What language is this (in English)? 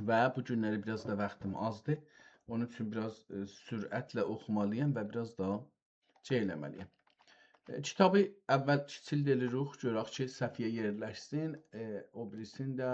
South Azerbaijani